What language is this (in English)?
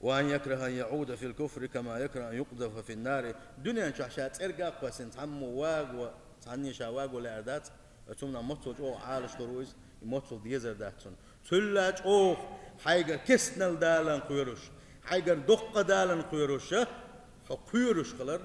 Chechen